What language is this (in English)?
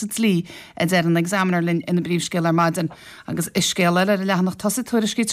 Irish